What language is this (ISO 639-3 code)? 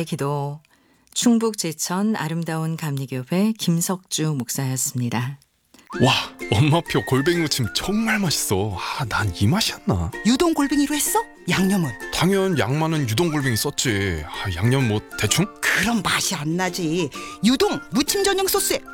kor